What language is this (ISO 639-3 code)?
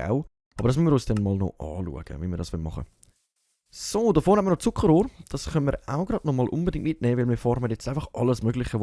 gsw